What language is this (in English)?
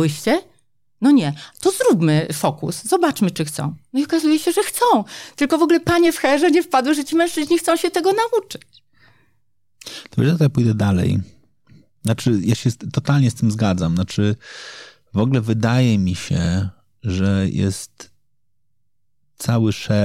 Polish